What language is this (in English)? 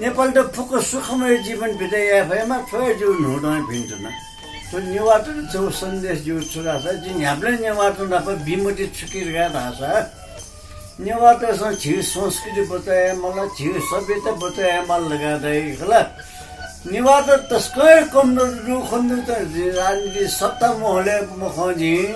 Newari